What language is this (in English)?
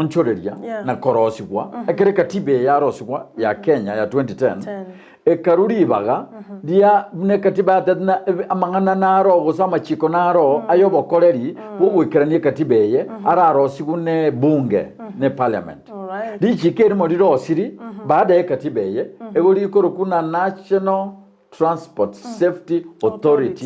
Gusii